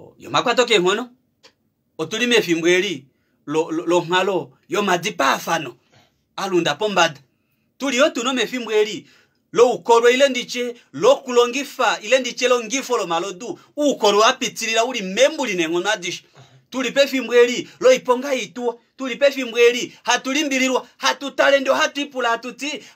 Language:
Kuanyama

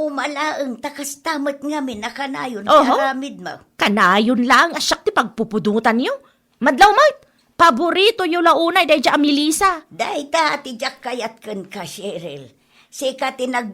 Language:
Iloko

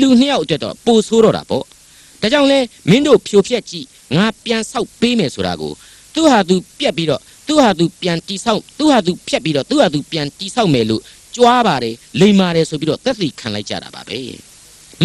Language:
Burmese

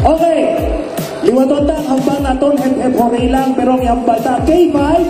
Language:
Hiligaynon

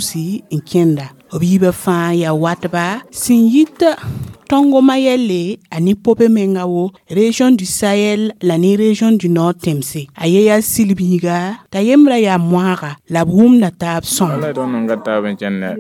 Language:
Mossi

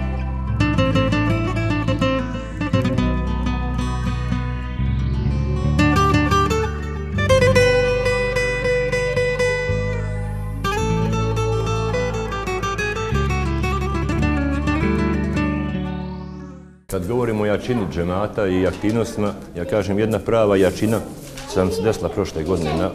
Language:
Bosnian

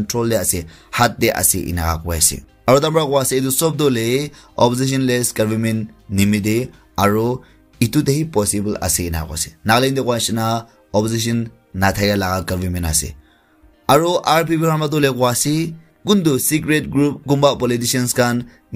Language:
Naga Pidgin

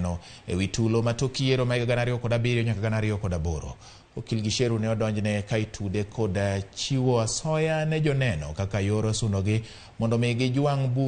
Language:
Luo (Kenya and Tanzania)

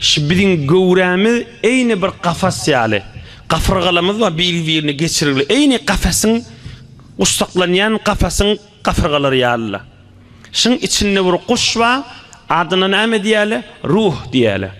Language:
Turkmen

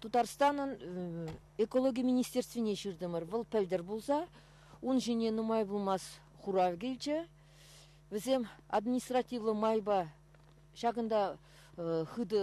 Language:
Chuvash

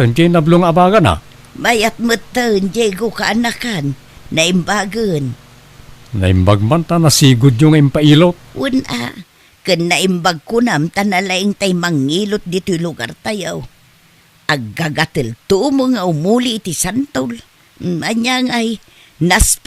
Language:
Iloko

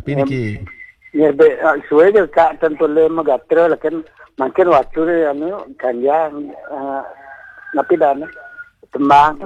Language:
Balinese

